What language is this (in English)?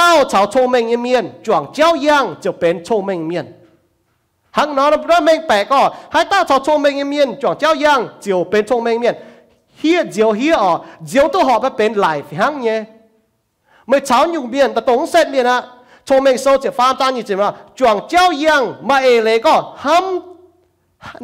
Iu Mien